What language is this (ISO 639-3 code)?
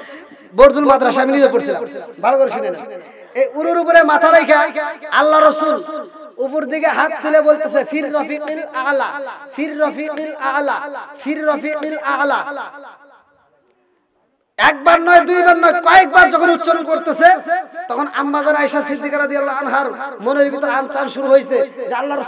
ben